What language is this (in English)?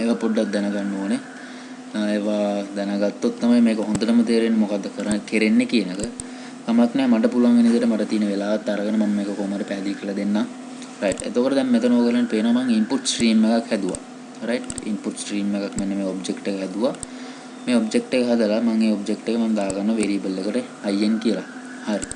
Sinhala